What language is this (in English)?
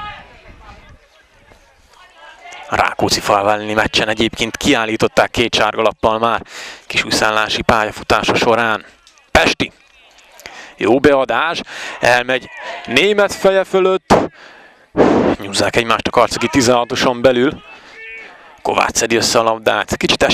Hungarian